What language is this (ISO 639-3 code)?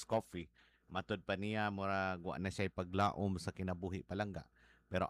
ceb